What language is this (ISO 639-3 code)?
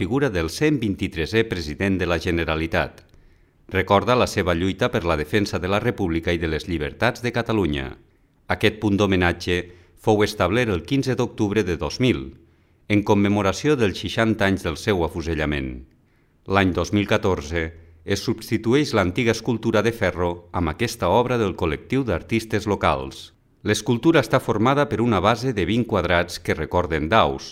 cat